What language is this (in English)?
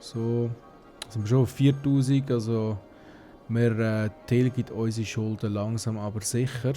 Swiss German